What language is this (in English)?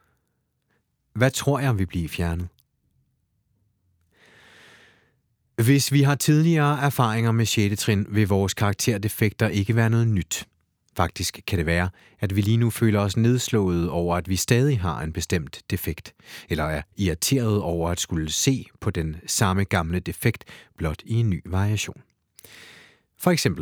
Danish